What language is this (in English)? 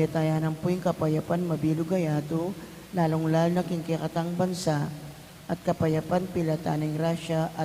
Pampanga